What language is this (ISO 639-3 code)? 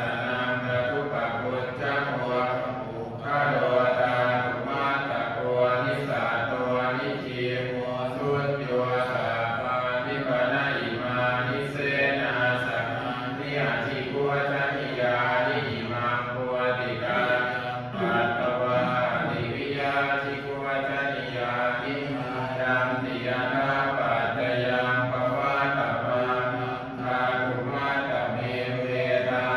pli